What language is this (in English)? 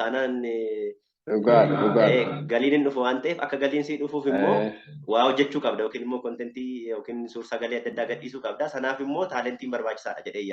Oromo